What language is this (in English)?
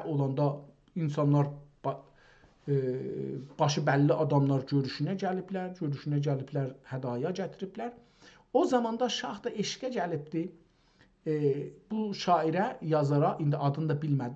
South Azerbaijani